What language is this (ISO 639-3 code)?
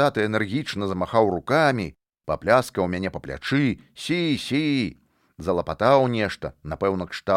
bel